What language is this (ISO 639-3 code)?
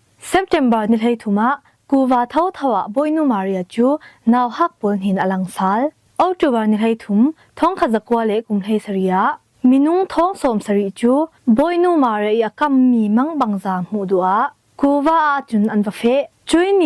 cfm